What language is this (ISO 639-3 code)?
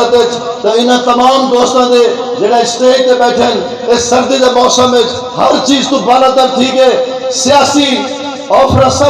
skr